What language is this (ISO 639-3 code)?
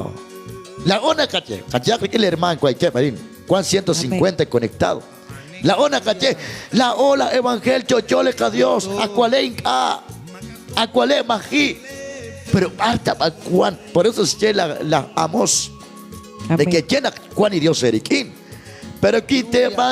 kek